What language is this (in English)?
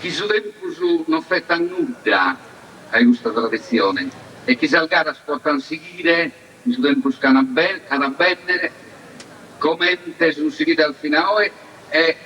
Sardinian